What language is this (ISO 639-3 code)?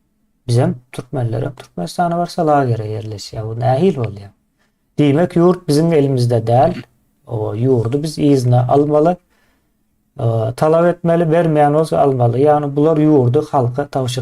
tuk